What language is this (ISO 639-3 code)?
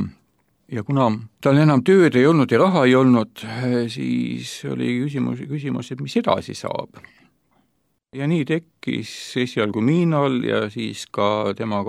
est